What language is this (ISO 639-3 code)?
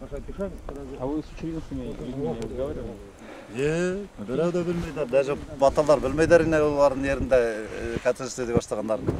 bak